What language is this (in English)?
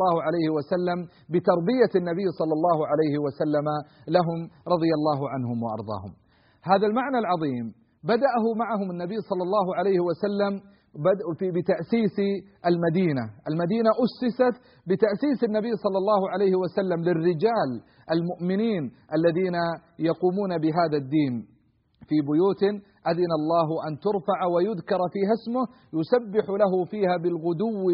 Arabic